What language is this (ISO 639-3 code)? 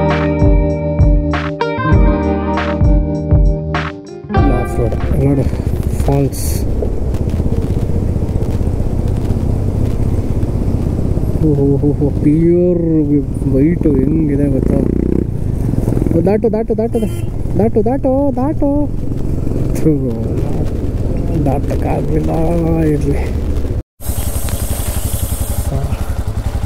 kan